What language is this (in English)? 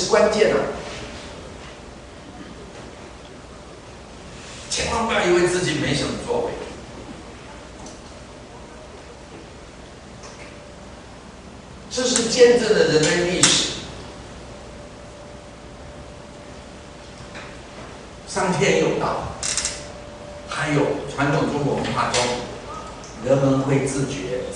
Chinese